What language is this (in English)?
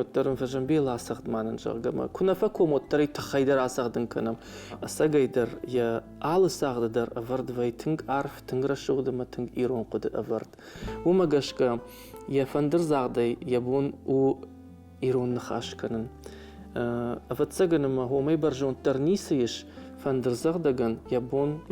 Ossetic